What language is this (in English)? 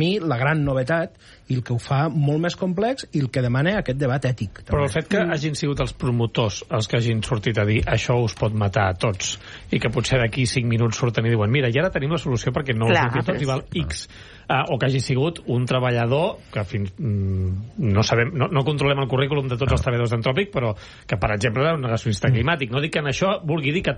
Catalan